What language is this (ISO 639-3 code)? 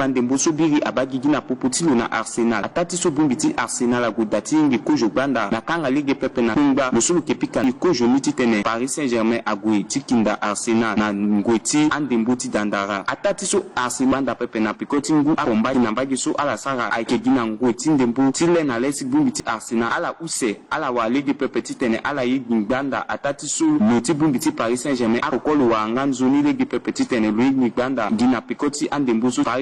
sag